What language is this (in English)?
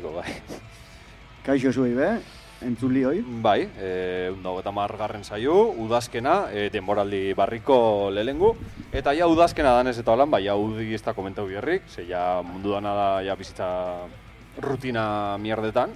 Basque